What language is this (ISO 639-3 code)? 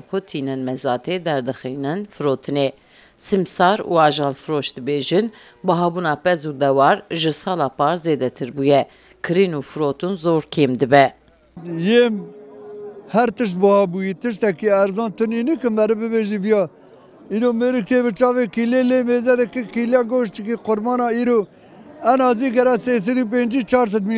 kur